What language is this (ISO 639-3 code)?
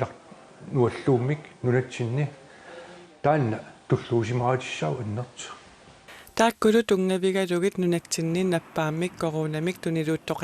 kal